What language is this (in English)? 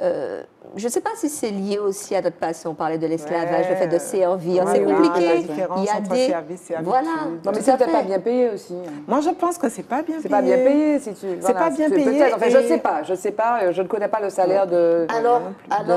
French